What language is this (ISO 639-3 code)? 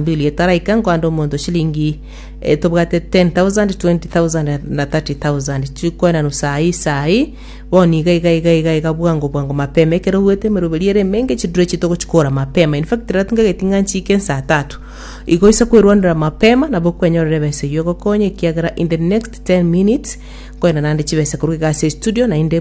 guz